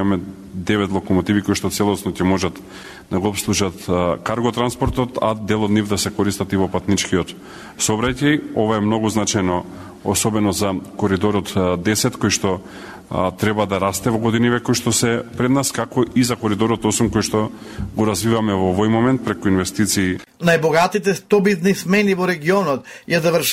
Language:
Macedonian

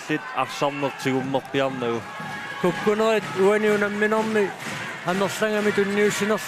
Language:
Kalaallisut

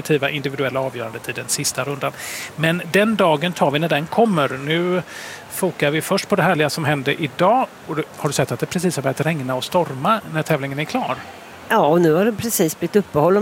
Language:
Swedish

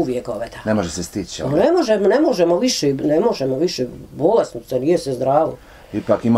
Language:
Bosnian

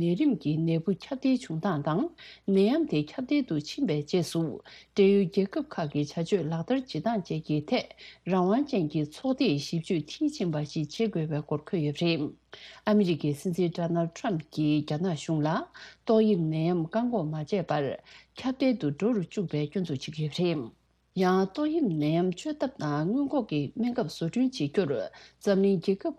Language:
Tibetan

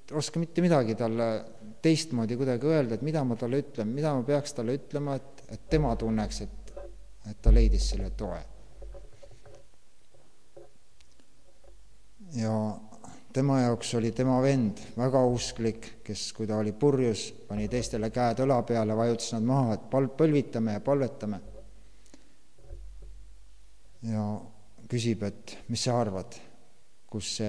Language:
Estonian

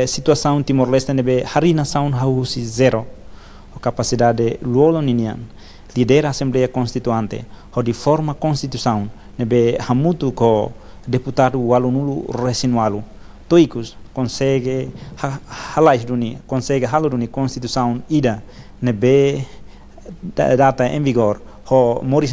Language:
Tetum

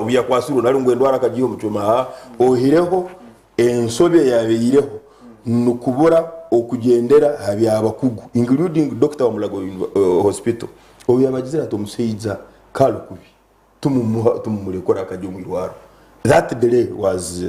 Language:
Nyankole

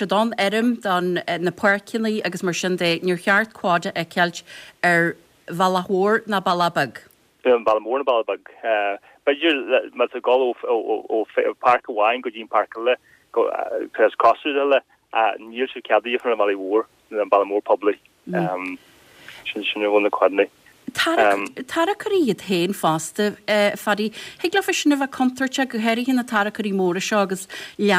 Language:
Irish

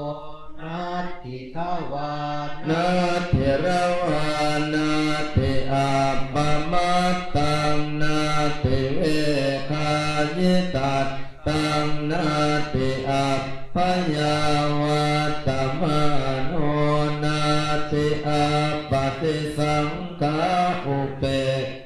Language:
Pali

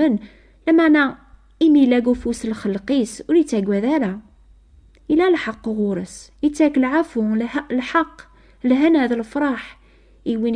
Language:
Kabyle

